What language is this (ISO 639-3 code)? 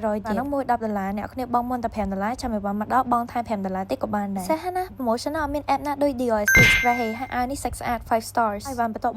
khm